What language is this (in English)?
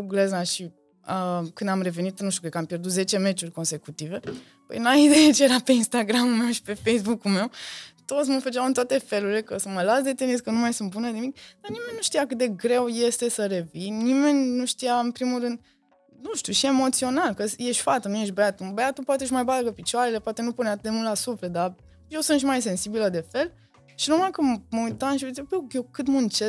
Romanian